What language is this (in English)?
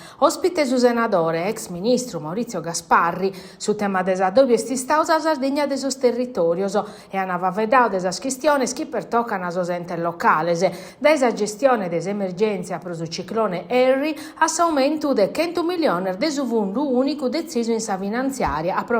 Sardinian